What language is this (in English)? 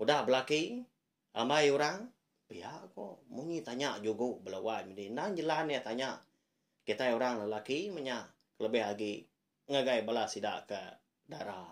Iban